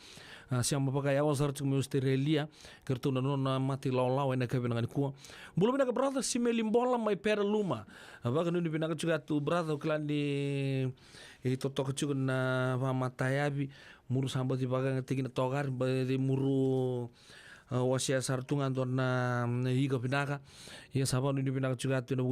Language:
Fijian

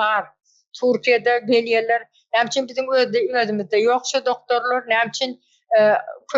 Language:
Turkmen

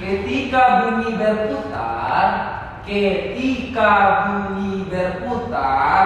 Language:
Minangkabau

